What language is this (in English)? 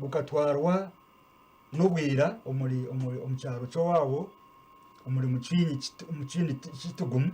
Nyankole